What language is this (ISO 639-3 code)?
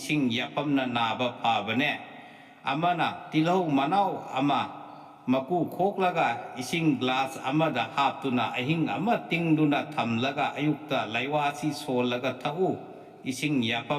mni